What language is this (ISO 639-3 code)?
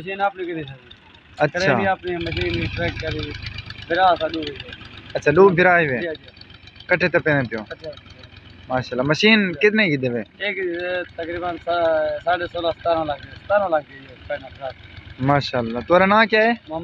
skr